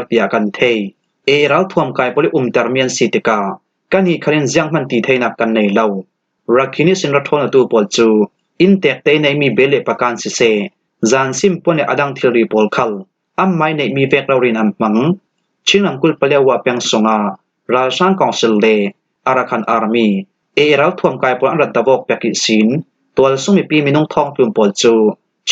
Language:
Falam Chin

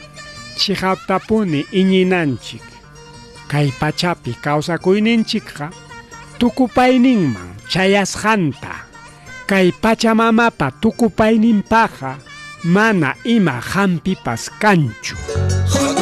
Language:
Ayacucho Quechua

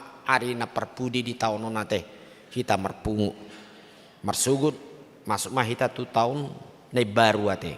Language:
Batak Toba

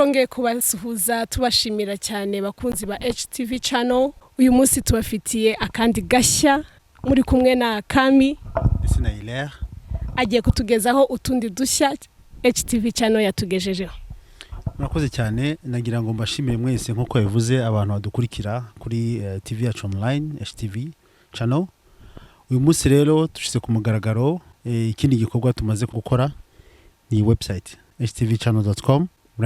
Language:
Kinyarwanda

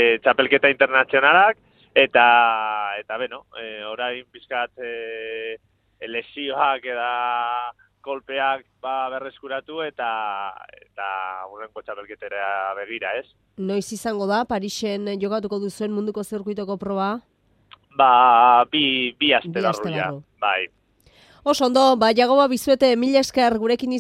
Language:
Basque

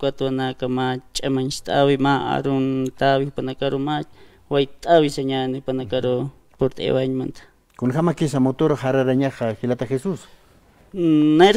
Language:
Aymara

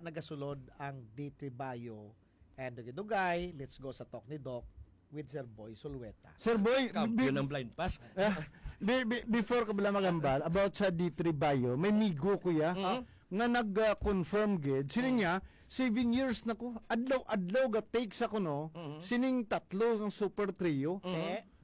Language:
Hiligaynon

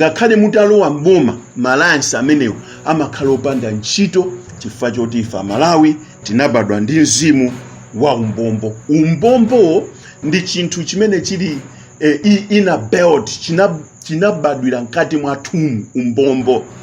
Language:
Nyanja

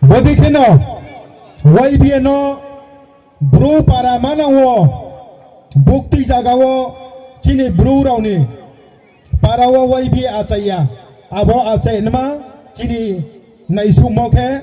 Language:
Riang (India)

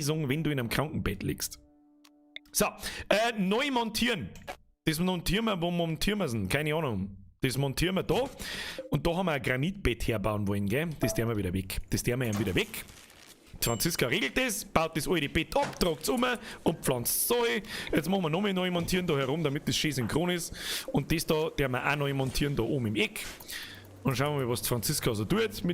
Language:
Bavarian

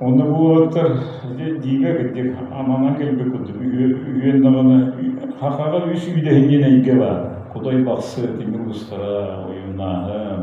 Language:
Yakut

